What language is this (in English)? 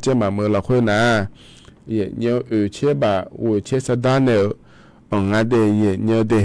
Akha